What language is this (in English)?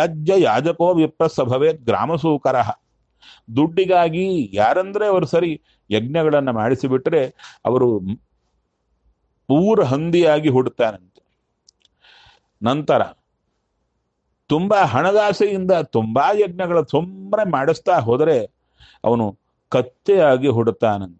Kannada